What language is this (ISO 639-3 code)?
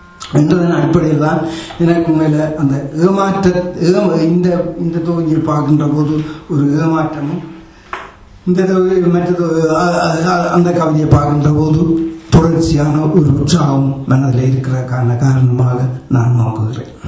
tam